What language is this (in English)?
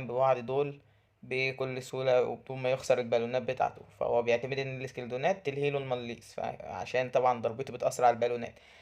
Egyptian Arabic